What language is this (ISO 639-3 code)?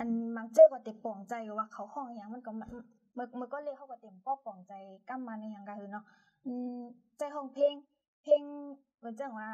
shn